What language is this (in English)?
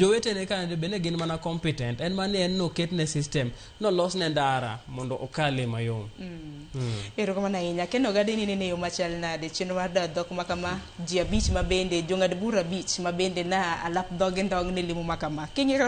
Luo (Kenya and Tanzania)